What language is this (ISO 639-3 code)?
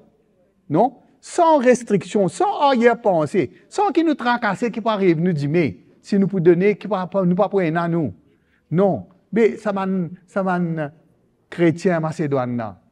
mfe